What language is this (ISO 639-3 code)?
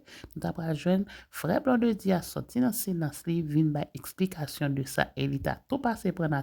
hat